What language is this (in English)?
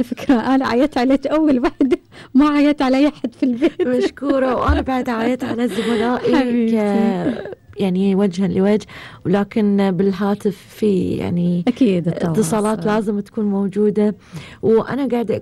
Gulf Arabic